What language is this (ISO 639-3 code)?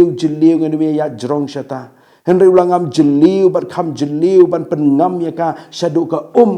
kha